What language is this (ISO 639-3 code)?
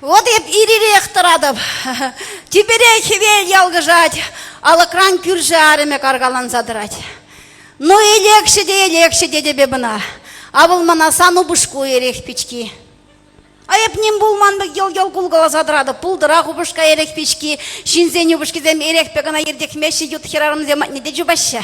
chv